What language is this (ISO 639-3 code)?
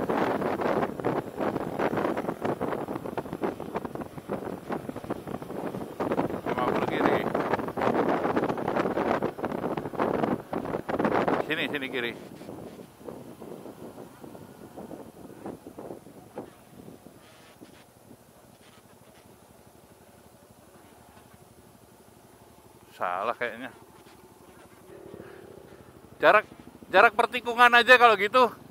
ind